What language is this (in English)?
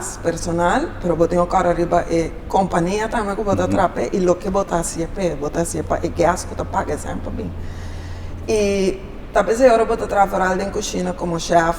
Papiamento